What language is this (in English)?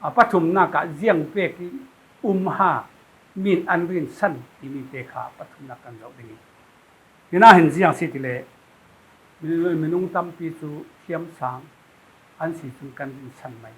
Falam Chin